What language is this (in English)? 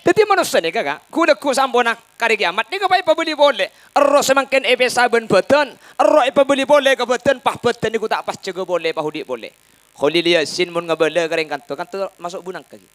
Madurese